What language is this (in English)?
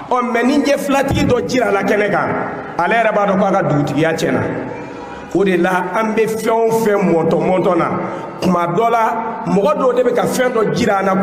Bambara